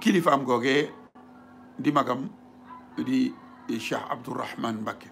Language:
Wolof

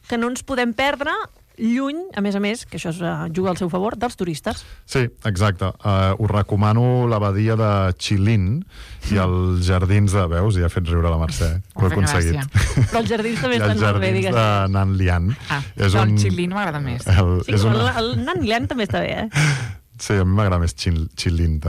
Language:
Catalan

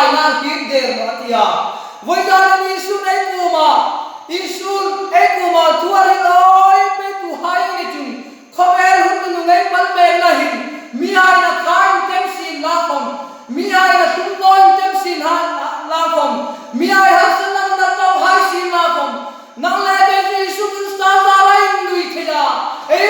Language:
Hmar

